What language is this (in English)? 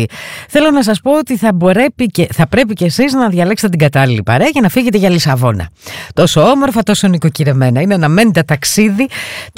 Greek